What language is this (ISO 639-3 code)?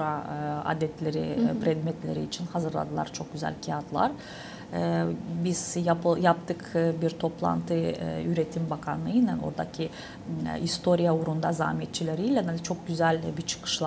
gag